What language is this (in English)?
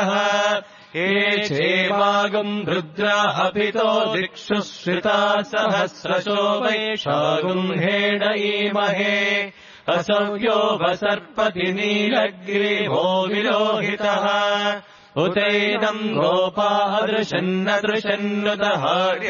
Sanskrit